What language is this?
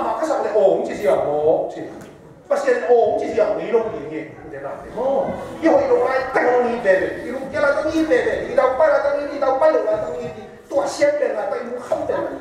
Tedim Chin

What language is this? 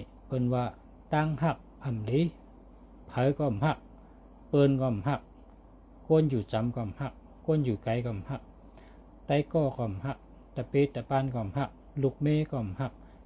Shan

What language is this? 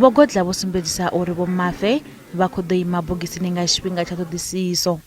Venda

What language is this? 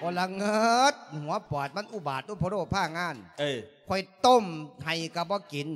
Lao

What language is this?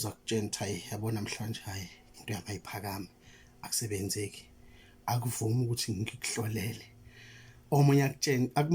Zulu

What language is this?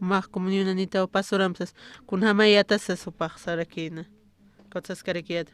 Aymara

